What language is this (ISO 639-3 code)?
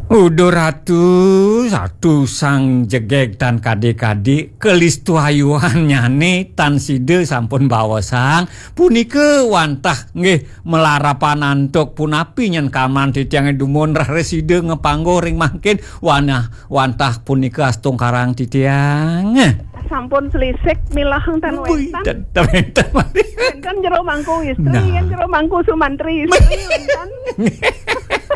ban